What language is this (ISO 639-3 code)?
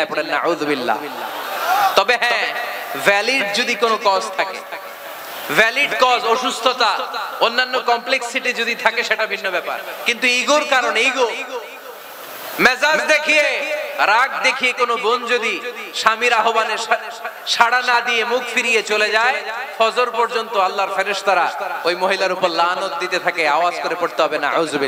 ben